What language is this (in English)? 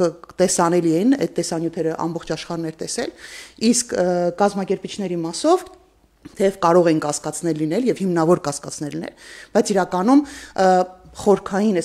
Armenian